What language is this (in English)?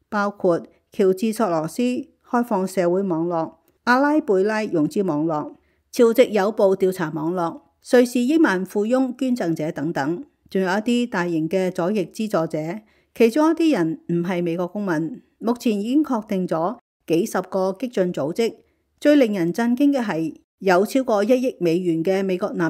Cantonese